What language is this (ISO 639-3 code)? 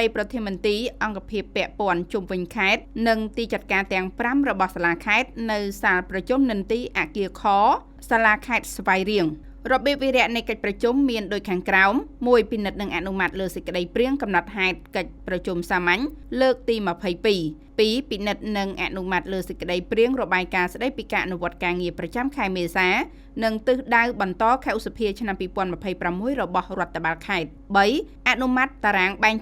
khm